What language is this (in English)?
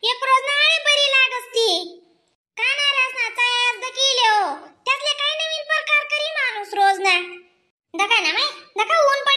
Khandesi